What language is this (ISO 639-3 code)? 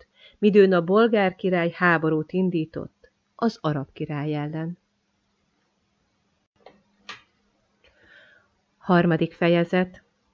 hun